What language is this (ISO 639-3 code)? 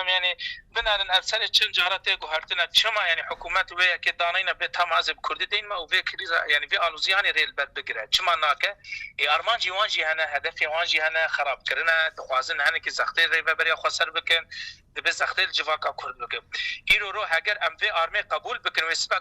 kur